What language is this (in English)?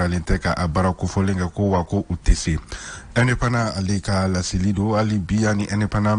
Bambara